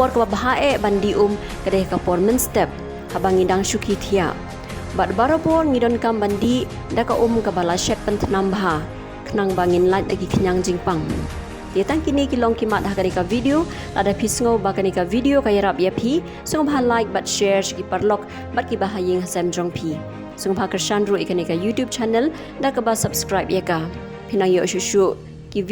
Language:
Khasi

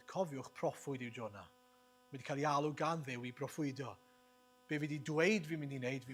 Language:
Welsh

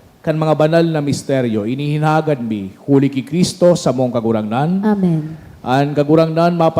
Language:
Bikol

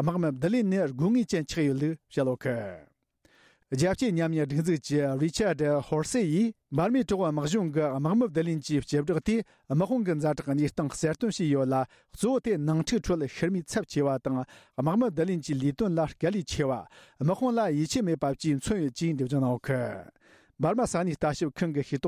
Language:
Tibetan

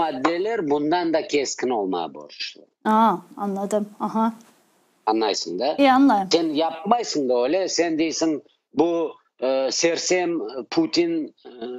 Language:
Crimean Tatar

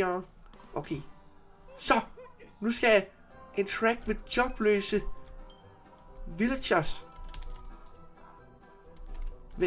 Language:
Danish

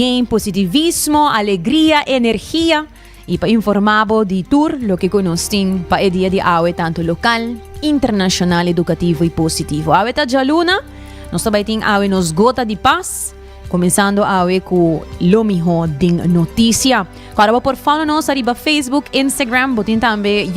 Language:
Papiamento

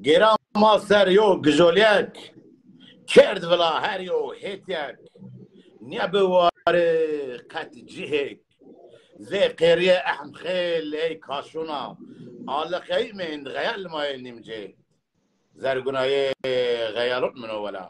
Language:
Zaza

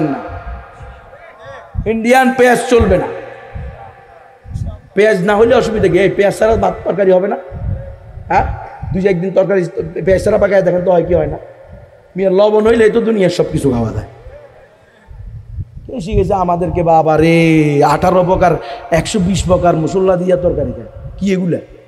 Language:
Bangla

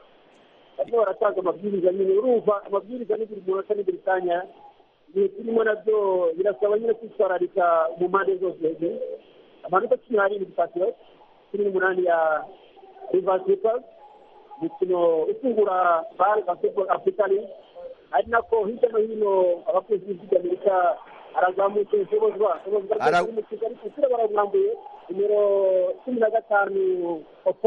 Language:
Kinyarwanda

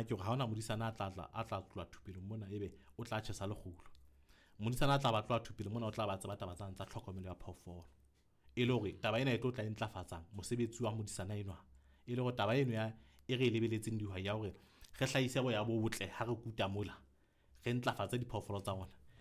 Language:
Southern Sotho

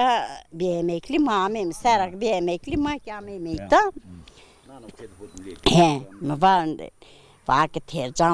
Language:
Zaza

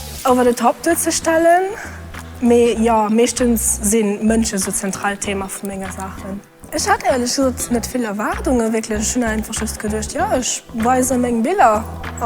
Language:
Luxembourgish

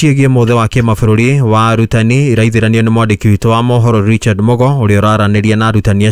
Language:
Kikuyu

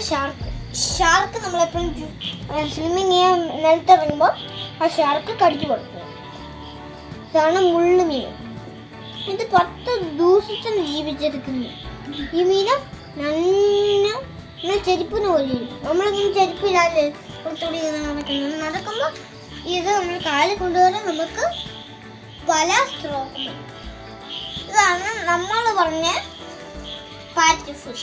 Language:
Malayalam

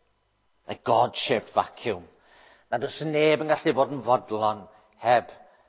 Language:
Welsh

